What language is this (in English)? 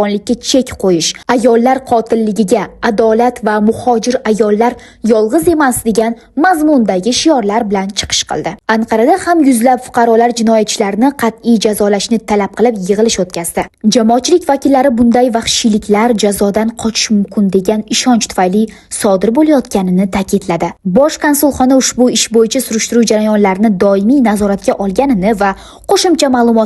Uzbek